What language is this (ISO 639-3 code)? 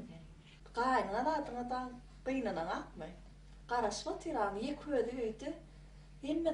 tuk